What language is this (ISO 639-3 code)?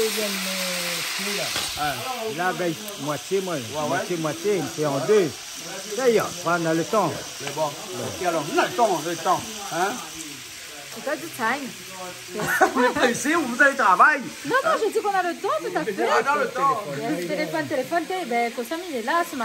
fra